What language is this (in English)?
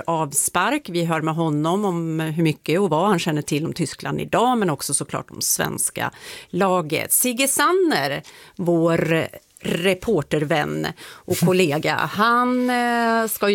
Swedish